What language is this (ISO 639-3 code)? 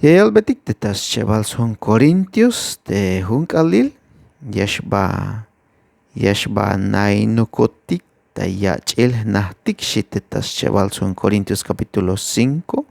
tzh